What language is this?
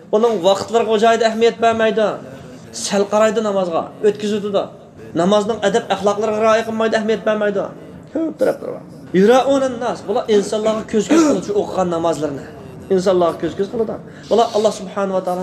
Uyghur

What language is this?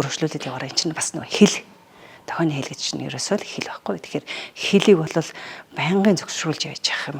Mongolian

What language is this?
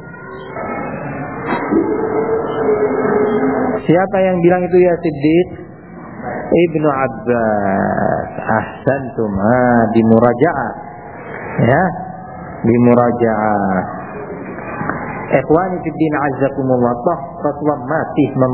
Indonesian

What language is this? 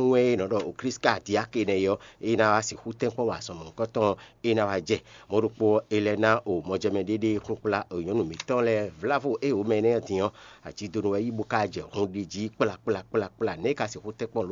Fon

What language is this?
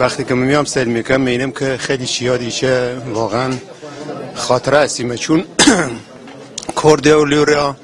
Gurani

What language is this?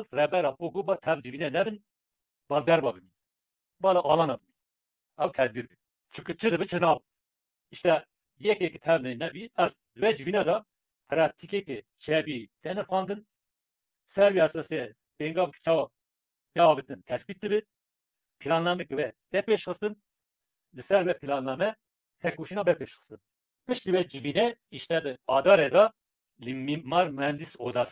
Kurdish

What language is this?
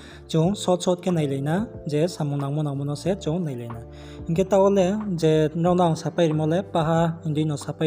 Riang (India)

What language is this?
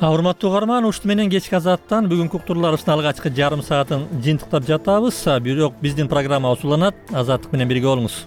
Kyrgyz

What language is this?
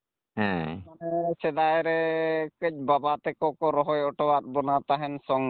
Santali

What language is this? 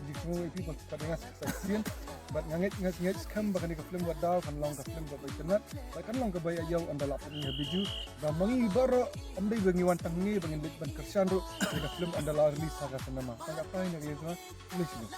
Khasi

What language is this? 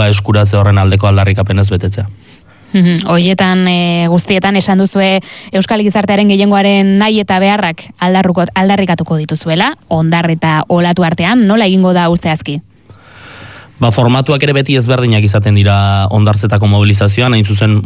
Basque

